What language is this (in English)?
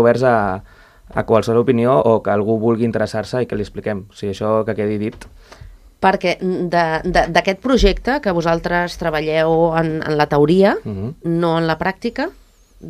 Catalan